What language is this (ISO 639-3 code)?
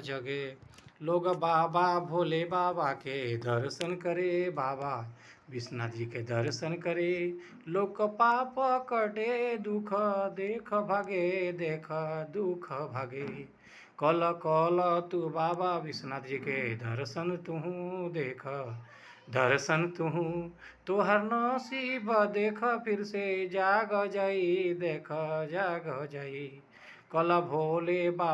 bho